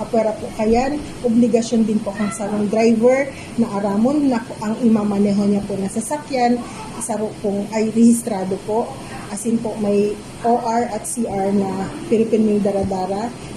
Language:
Bikol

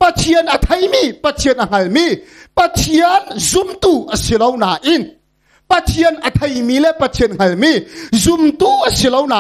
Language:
Hakha Chin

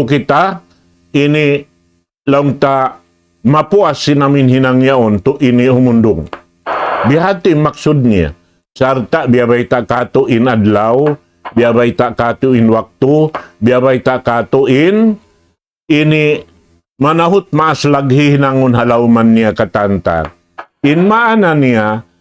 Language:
Tausug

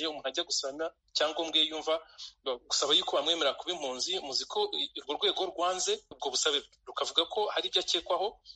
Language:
Kinyarwanda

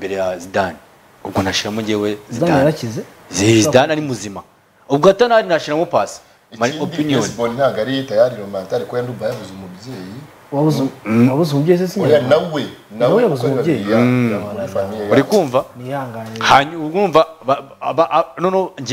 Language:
Kinyarwanda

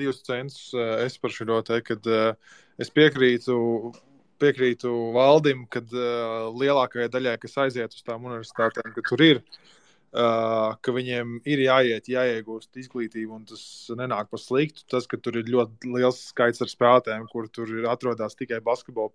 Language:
Latvian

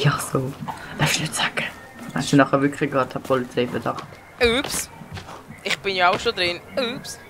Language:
Swiss German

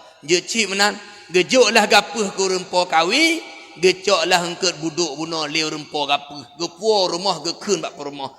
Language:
Achinese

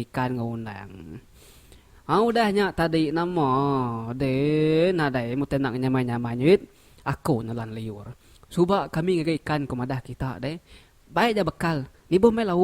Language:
Iban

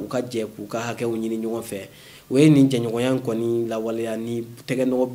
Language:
Bambara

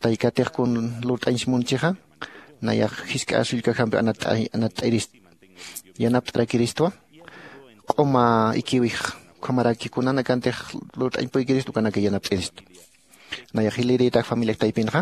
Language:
Aymara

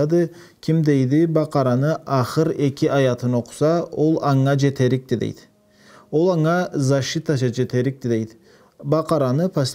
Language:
Karachay-Balkar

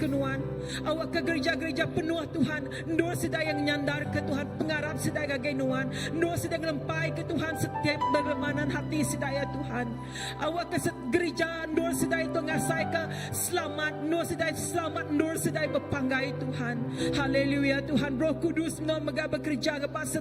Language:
Iban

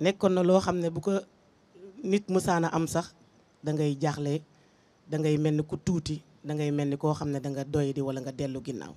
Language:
Wolof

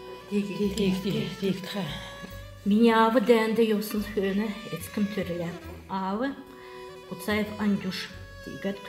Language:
Kalmyk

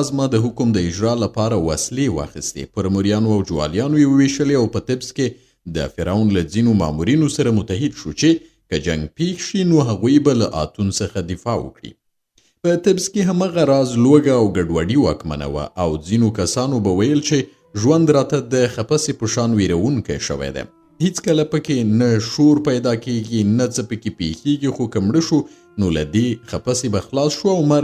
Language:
Pashto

